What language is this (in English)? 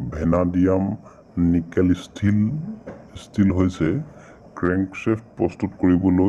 Assamese